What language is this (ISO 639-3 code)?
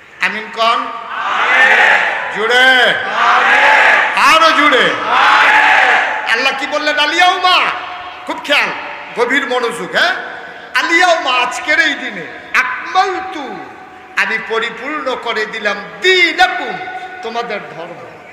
ben